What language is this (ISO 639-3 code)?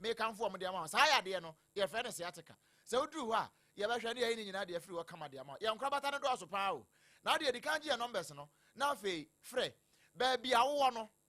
aka